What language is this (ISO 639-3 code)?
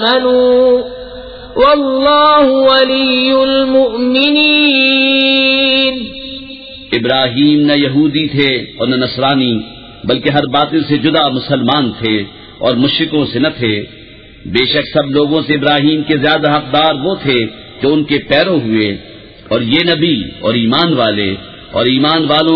urd